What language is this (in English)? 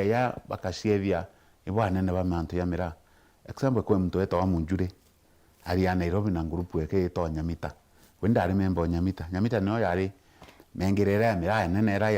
Meru